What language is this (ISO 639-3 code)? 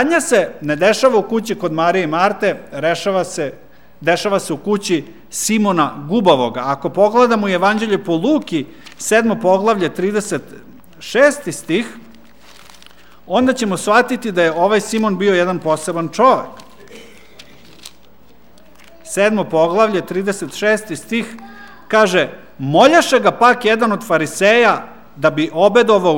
srp